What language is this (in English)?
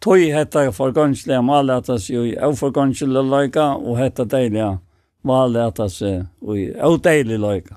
Faroese